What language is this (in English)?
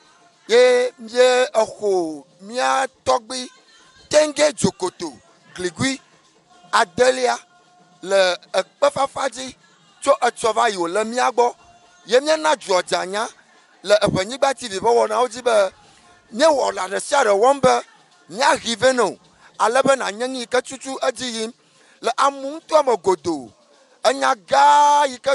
Ewe